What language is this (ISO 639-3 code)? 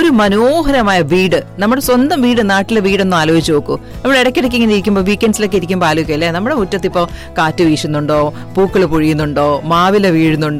mal